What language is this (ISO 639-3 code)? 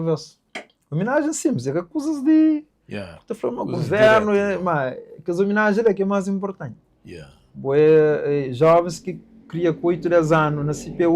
kea